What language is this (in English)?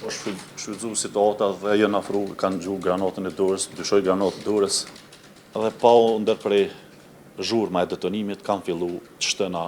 Albanian